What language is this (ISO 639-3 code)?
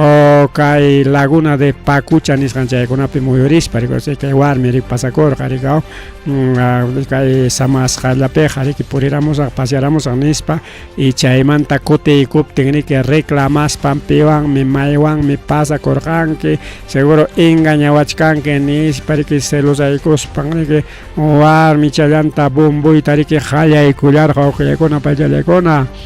quy